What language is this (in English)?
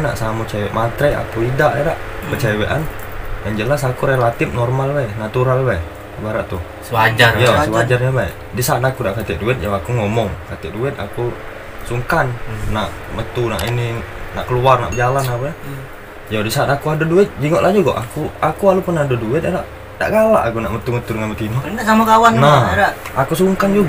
Musi